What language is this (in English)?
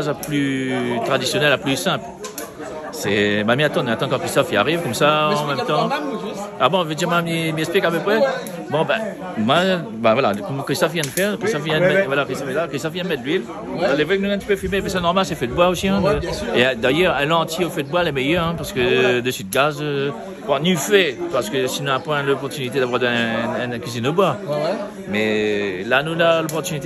Réunion Creole French